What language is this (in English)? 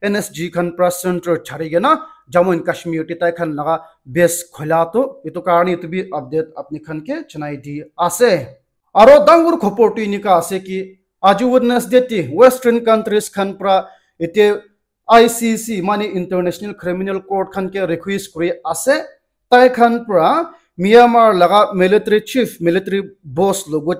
Naga Pidgin